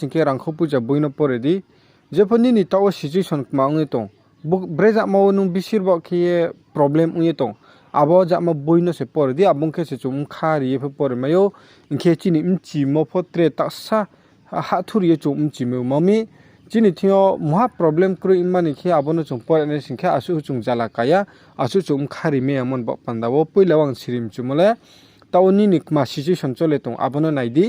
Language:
Riang (India)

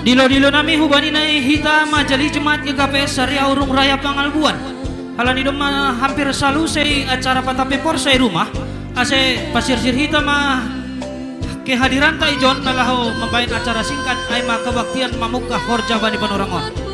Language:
Batak Simalungun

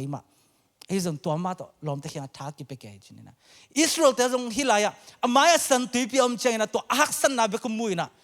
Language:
Tedim Chin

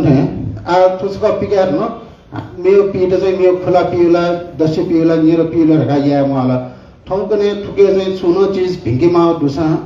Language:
Newari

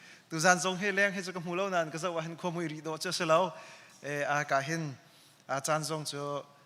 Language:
Hakha Chin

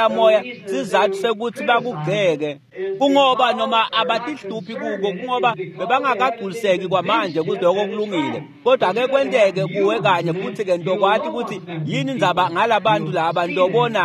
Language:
Swati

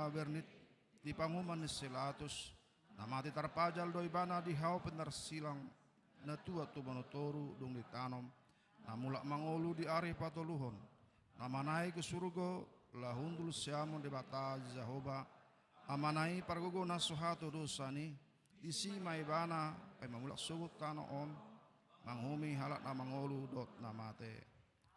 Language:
Batak Toba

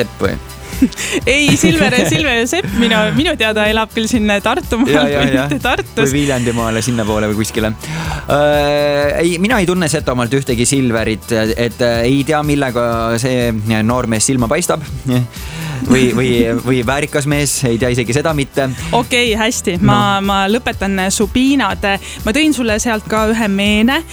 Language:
Estonian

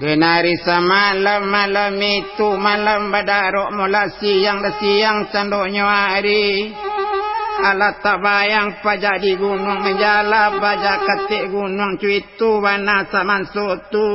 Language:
Minangkabau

